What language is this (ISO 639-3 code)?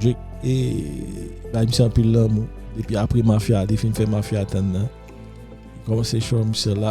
hat